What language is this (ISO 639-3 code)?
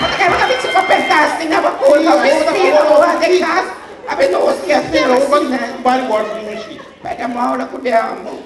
pap